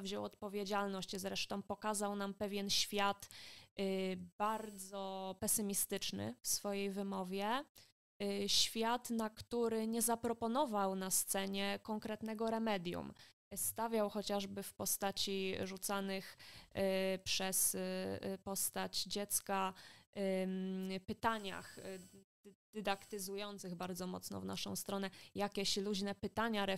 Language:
Polish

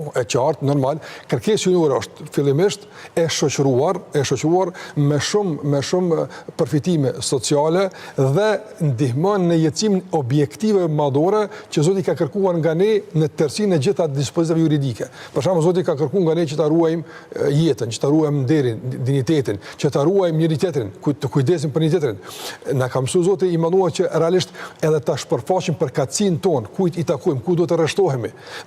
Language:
Albanian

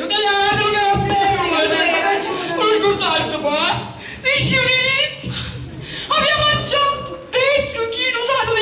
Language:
Sicilian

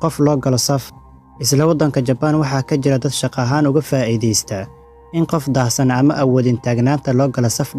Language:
Somali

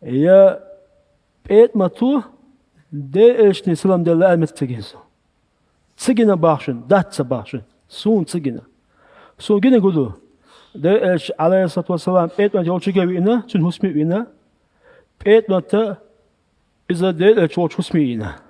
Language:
Chechen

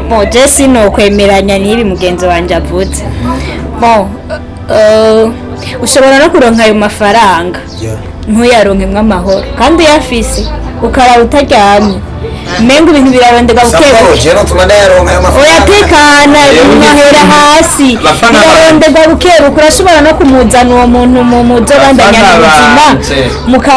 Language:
Rundi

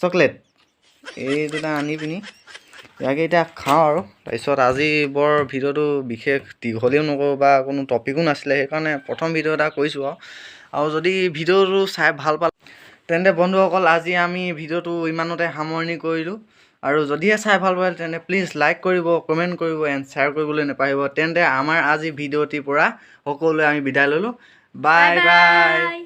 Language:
Assamese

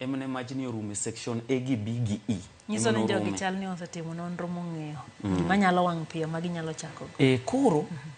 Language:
Luo (Kenya and Tanzania)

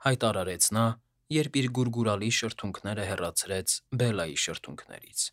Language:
Armenian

